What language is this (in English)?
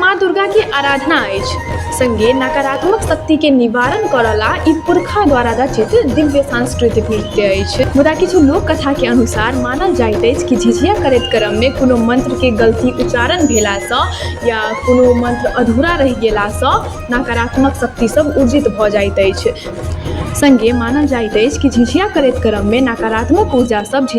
Maithili